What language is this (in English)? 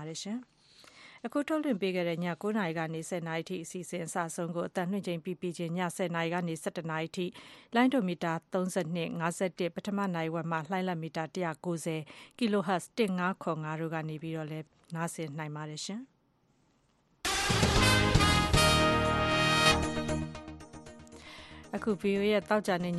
Burmese